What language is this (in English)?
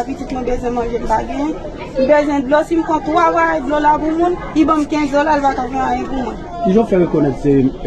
Haitian Creole